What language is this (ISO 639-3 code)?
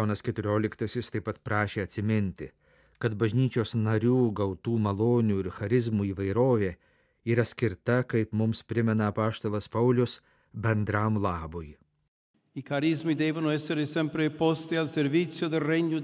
lit